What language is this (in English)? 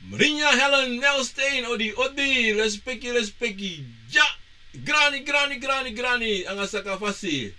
Sranan Tongo